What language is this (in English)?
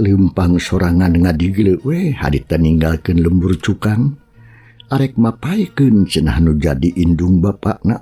Sundanese